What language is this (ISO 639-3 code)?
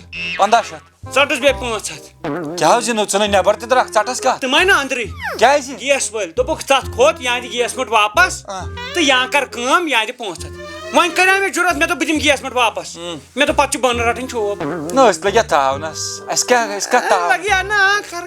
kas